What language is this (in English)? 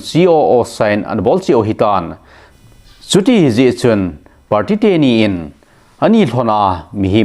Thado Chin